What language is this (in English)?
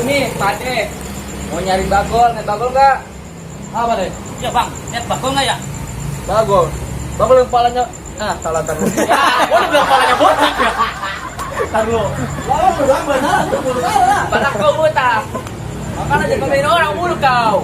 Betawi